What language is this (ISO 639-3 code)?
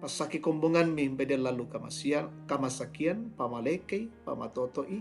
sda